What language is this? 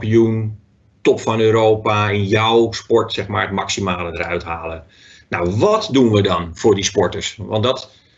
Dutch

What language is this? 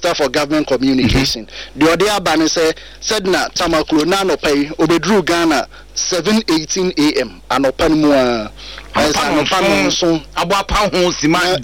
Akan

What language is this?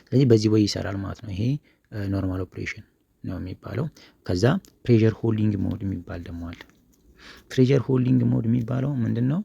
Amharic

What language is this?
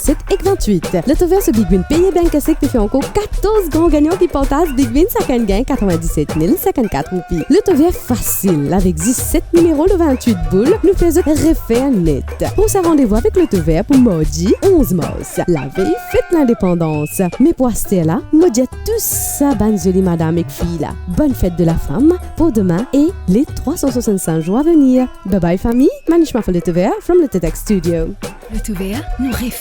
Morisyen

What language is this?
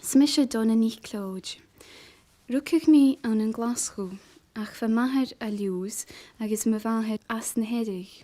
Scottish Gaelic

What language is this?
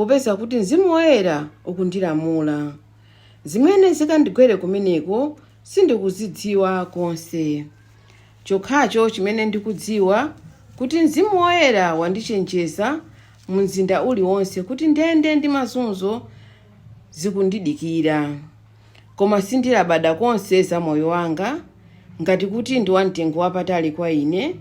Nyanja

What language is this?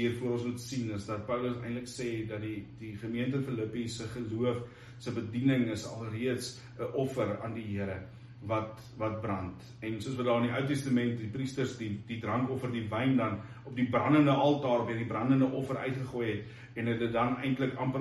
Afrikaans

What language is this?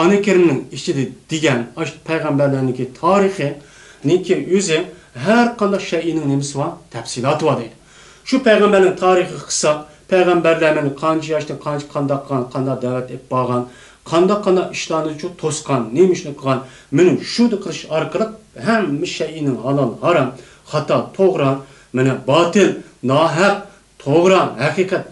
Uyghur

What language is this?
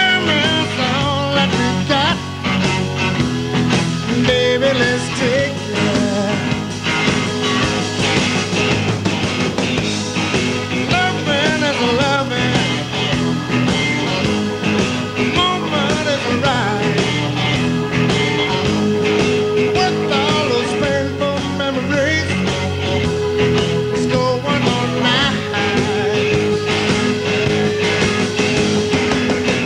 English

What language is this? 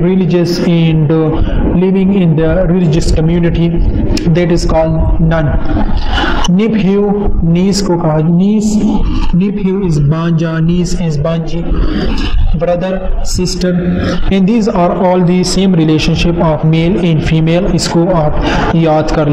Hindi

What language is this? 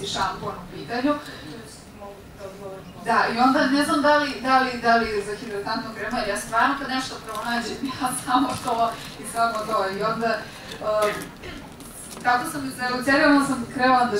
Serbian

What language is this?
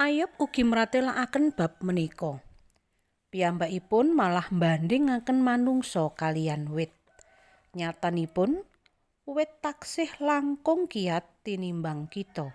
Javanese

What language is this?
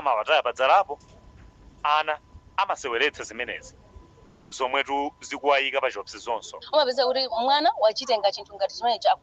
Nyanja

